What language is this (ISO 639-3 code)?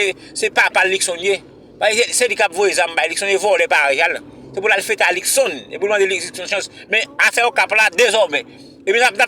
hat